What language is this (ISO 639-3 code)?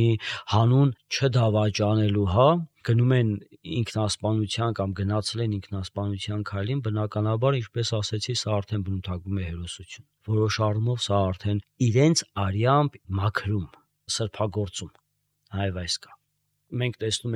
hye